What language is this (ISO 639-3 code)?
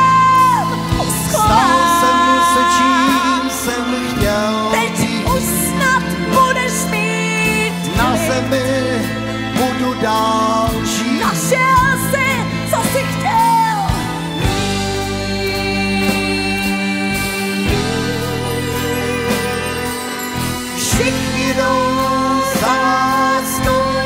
ces